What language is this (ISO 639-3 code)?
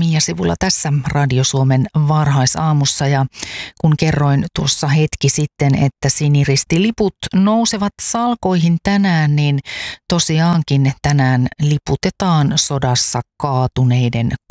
fin